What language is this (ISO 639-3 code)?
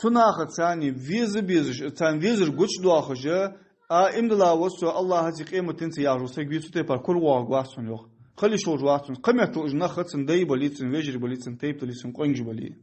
inh